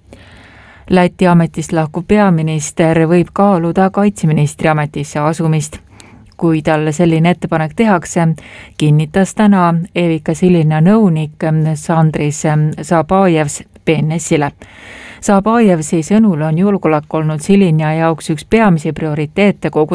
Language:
Estonian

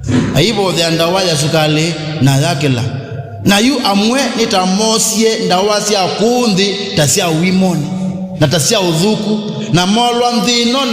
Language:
Kamba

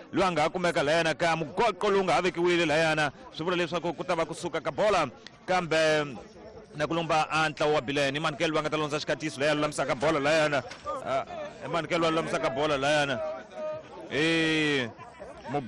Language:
Tsonga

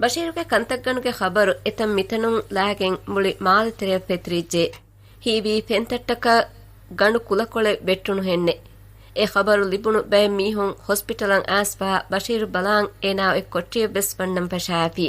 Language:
Divehi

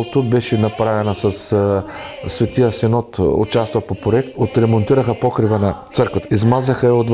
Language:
Bulgarian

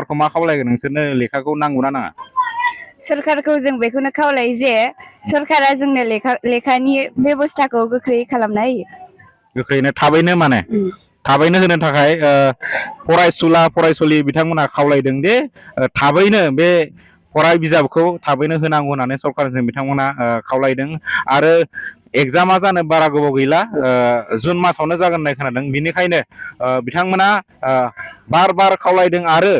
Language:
Bodo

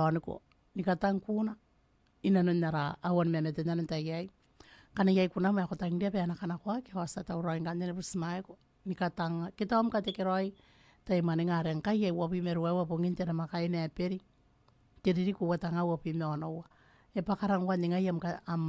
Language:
Gilbertese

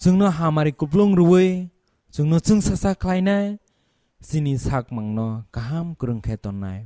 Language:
Kok Borok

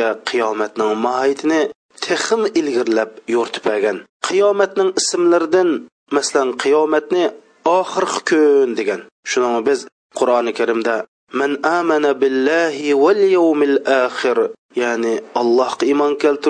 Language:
Uyghur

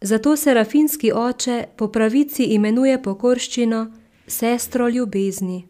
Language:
Slovenian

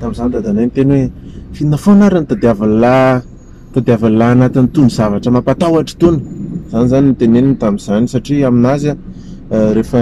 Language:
Malagasy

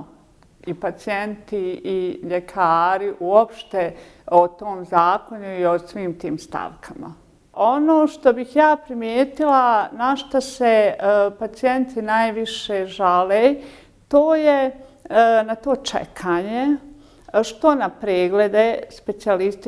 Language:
Bosnian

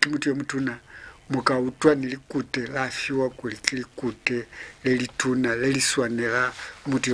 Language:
Lozi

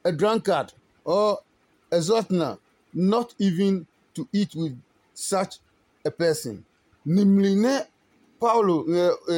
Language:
Adangme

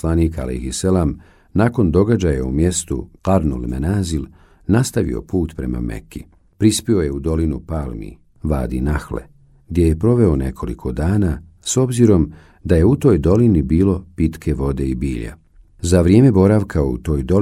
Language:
Bosnian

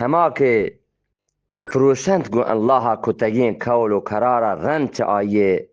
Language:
Eastern Balochi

